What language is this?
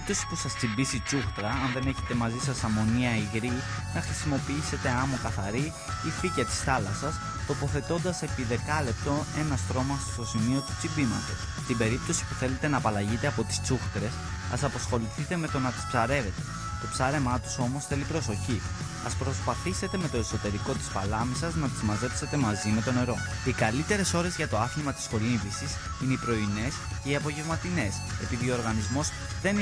Greek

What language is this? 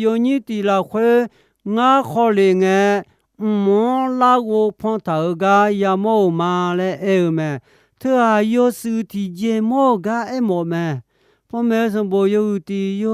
Akha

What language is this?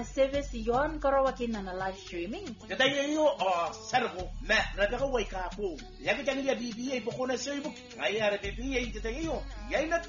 Gilbertese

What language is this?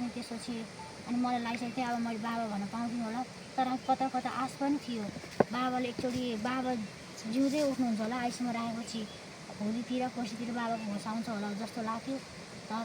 Nepali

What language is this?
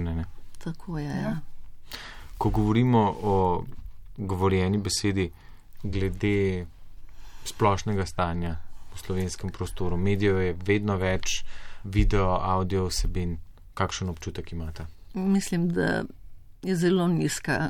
Slovenian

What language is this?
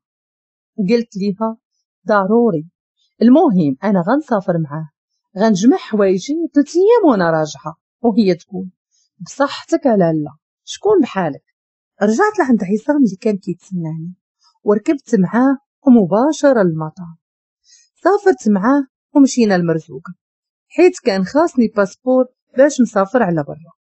Moroccan Arabic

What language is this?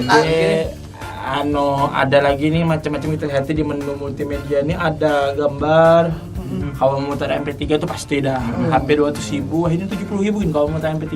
Banjar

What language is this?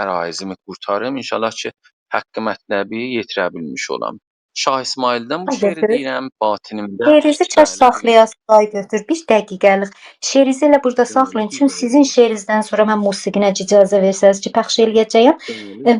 South Azerbaijani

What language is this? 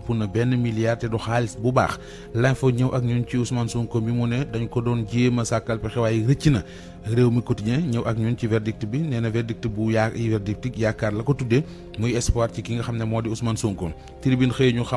Wolof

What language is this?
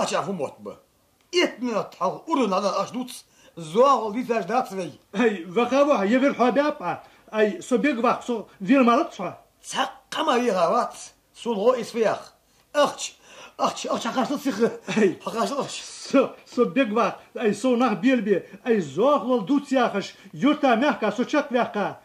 Ingush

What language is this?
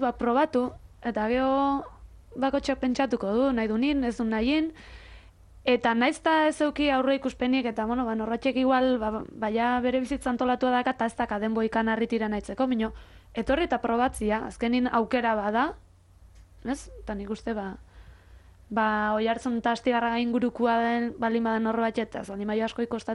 Basque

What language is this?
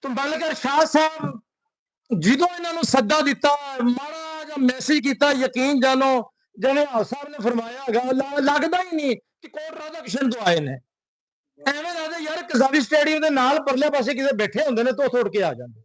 Western Panjabi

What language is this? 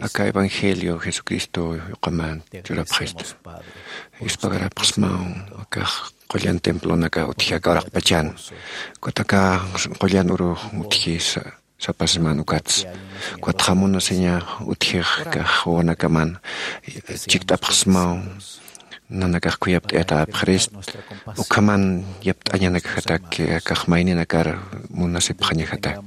Aymara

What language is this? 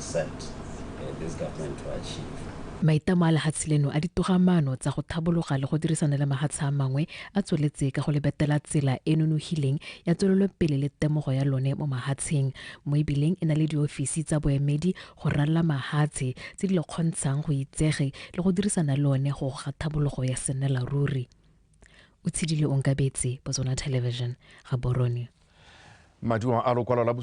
Tswana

